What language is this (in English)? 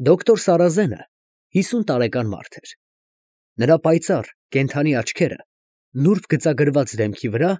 Armenian